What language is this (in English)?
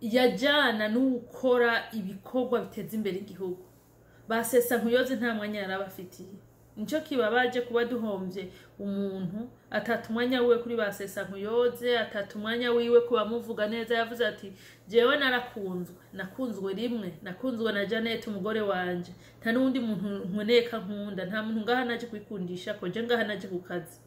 Rundi